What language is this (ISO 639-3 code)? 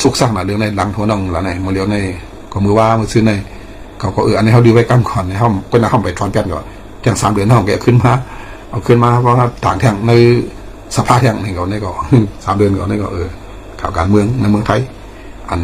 shn